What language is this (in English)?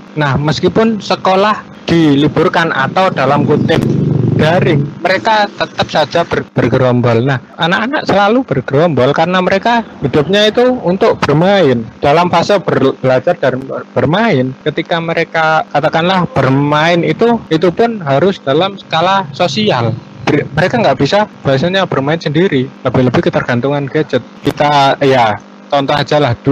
Indonesian